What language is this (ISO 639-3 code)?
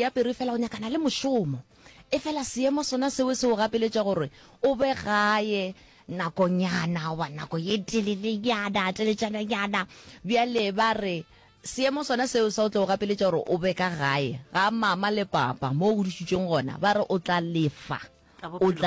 nso